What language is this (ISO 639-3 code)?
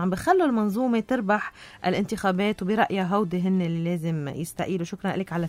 apc